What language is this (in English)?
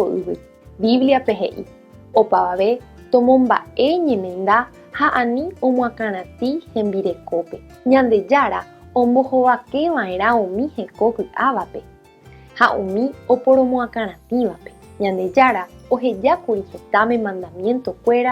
Guarani